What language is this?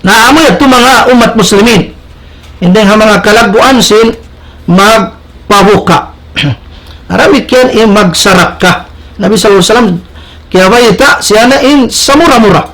Tausug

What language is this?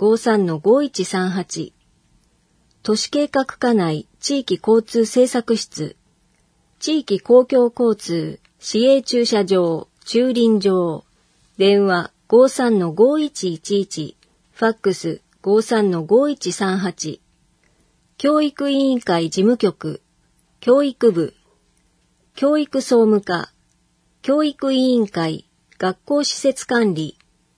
Japanese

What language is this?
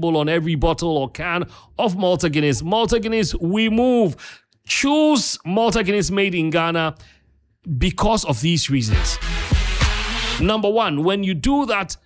English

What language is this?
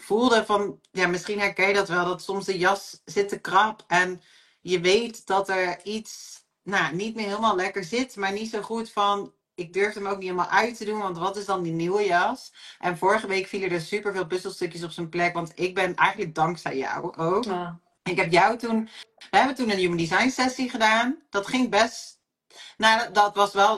Dutch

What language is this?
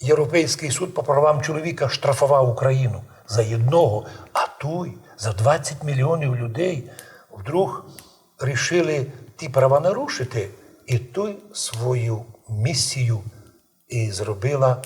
Rusyn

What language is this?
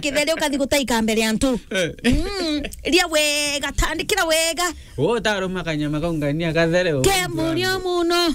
Meru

